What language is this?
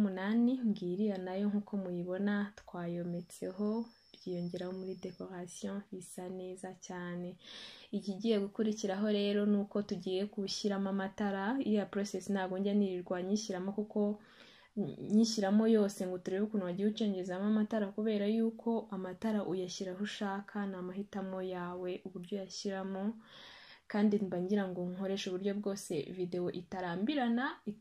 Kinyarwanda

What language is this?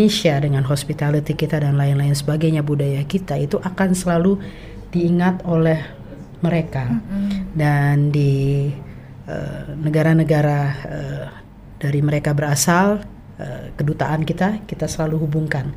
Indonesian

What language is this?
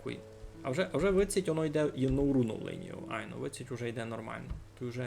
Rusyn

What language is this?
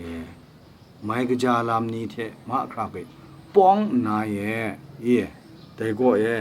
Kachin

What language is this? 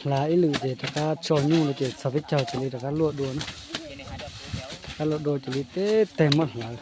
Hmong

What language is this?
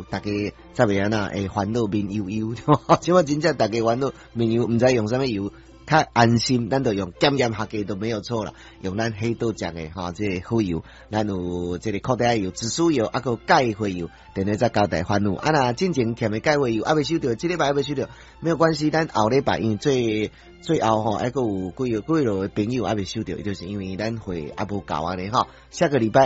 Min Nan Chinese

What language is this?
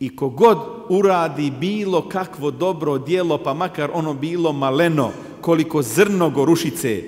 Bosnian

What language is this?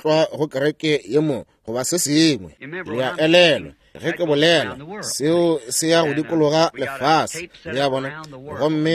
Northern Sotho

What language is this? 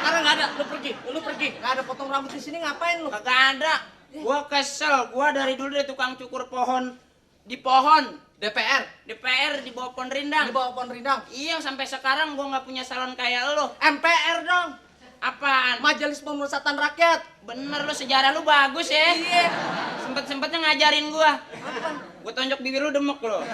Betawi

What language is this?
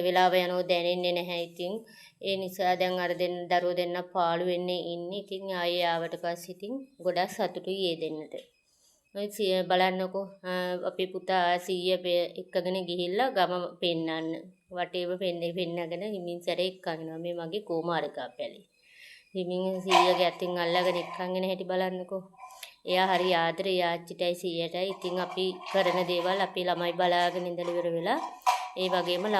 Sinhala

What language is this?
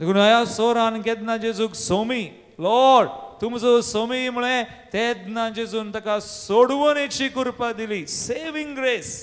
Konkani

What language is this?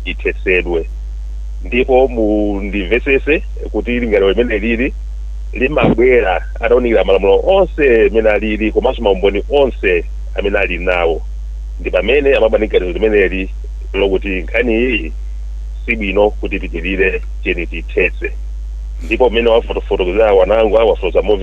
Nyanja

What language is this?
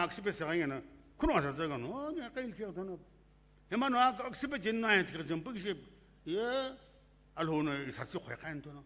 Sumi Naga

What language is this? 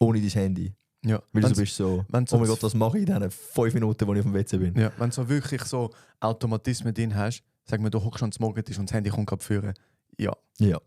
Swiss German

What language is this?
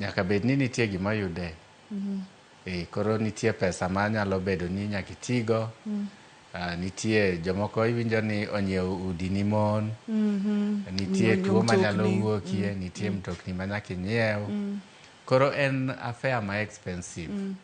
Luo (Kenya and Tanzania)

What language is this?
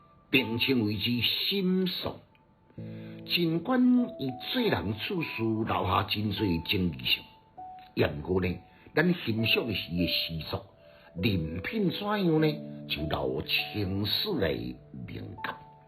Min Nan Chinese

